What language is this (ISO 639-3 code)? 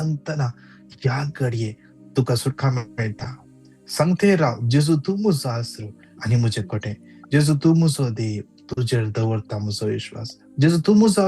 kok